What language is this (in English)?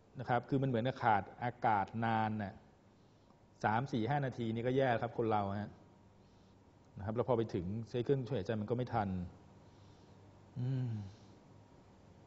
Thai